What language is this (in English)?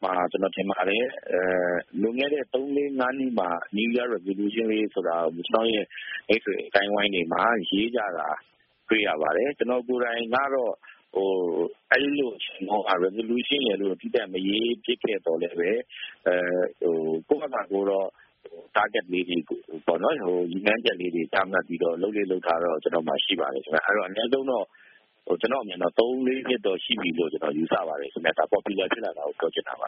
Burmese